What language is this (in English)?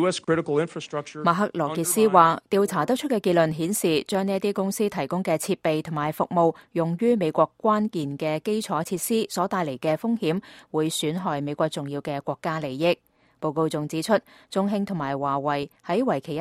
Cantonese